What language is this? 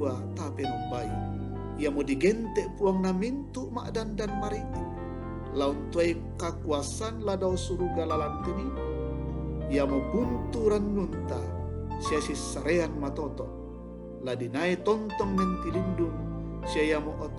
Toraja-Sa'dan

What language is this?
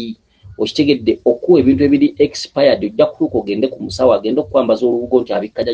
Ganda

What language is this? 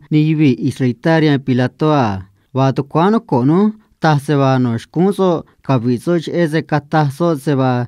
Copala Triqui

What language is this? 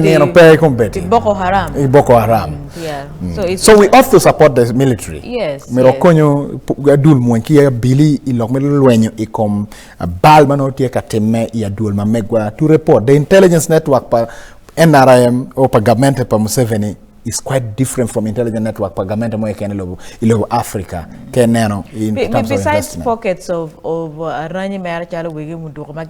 Acoli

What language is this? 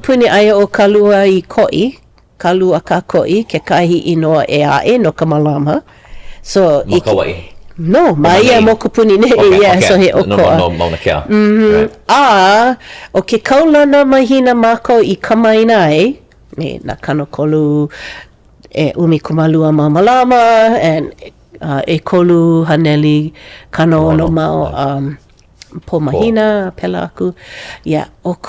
Hawaiian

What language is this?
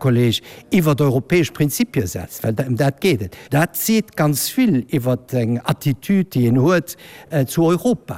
Luxembourgish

